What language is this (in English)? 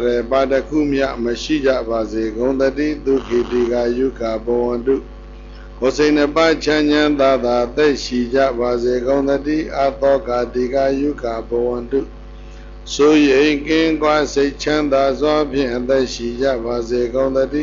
Burmese